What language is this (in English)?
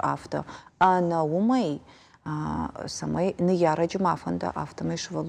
Ossetic